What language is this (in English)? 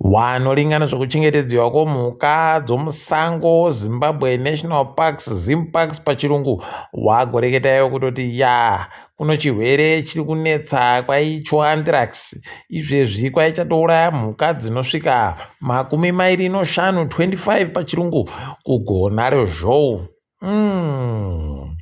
Ndau